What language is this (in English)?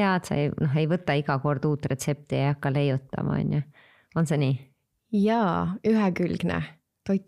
Estonian